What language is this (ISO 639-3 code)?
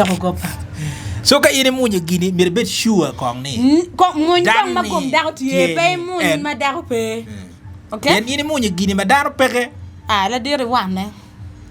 ach